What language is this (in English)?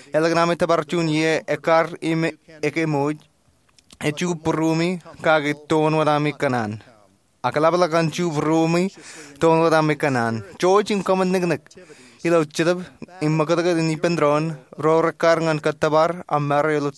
Marshallese